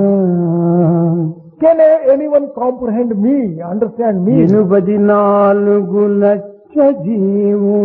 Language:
Telugu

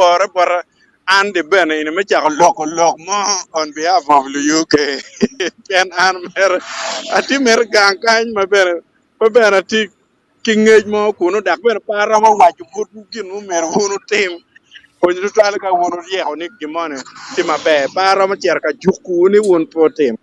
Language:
Acoli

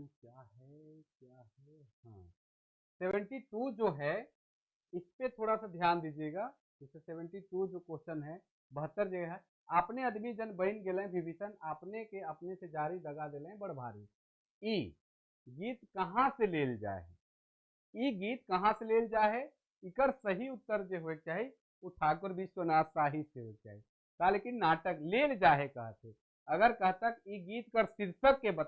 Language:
Sadri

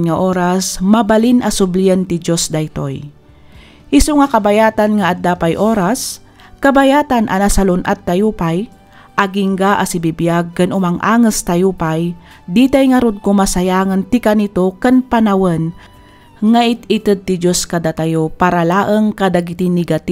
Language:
Iloko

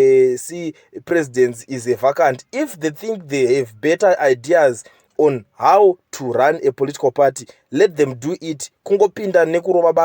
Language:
Shona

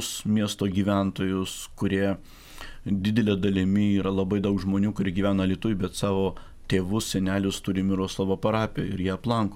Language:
Lithuanian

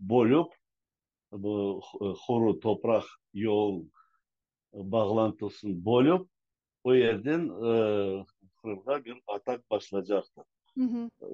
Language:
Crimean Tatar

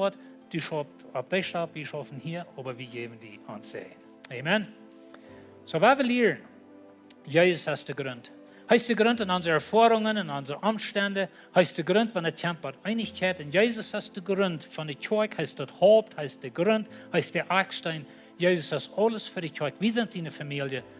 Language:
Plautdietsch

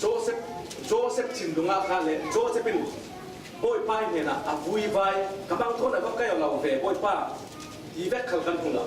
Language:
Falam Chin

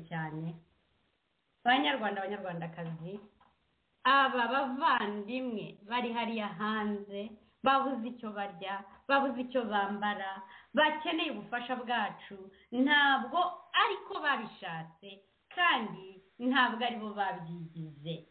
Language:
Kinyarwanda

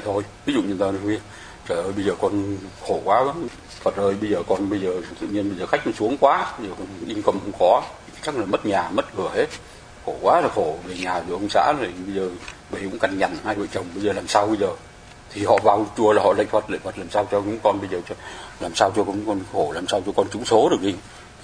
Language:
Vietnamese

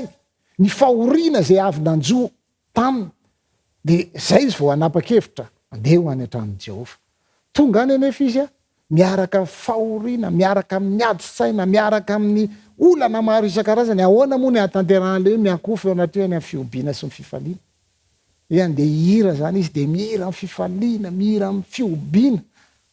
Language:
Malagasy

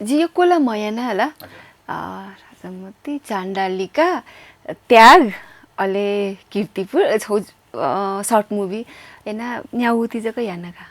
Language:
Newari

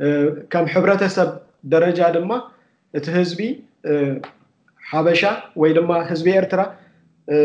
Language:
Tigrinya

